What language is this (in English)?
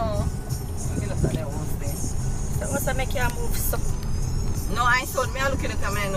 Jamaican Creole English